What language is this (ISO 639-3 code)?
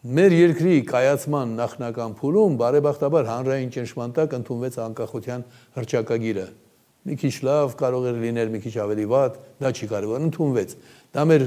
hye